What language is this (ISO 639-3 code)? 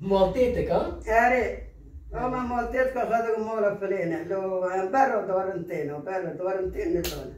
kur